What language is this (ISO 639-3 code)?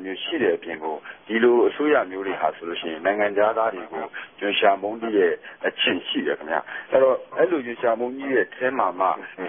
mya